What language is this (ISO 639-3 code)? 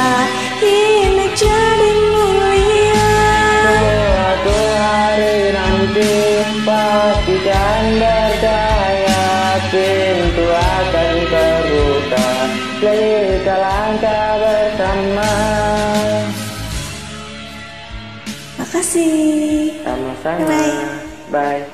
ind